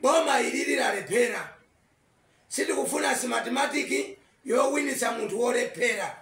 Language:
Nyanja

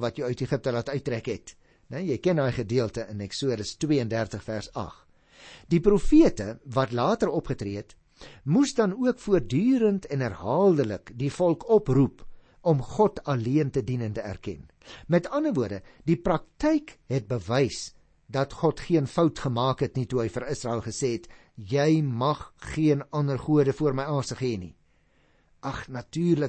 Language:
Afrikaans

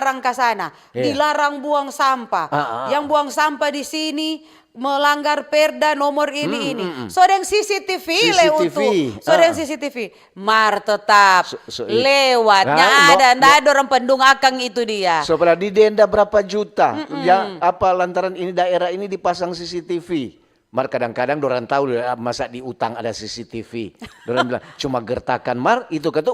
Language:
Manado Malay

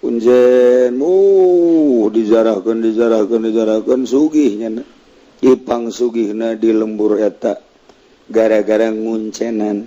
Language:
Sundanese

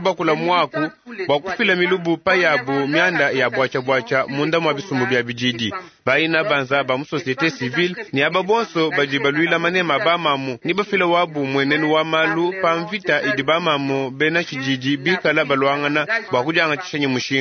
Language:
Luba-Lulua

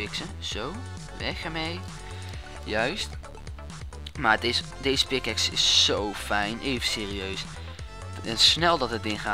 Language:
Dutch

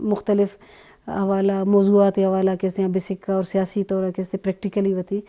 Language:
Eastern Balochi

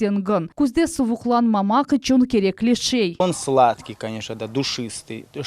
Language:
Crimean Tatar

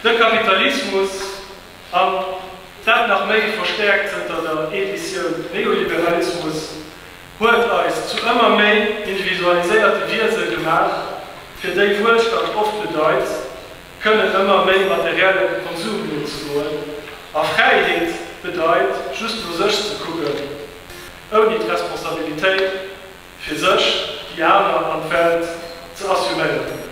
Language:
Luxembourgish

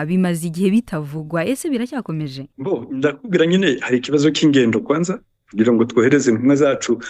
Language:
Kinyarwanda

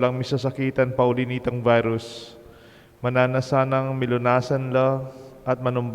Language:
Pampanga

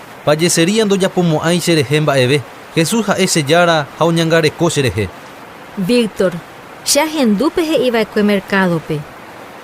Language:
Guarani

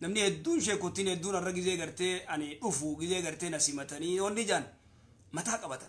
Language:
Oromo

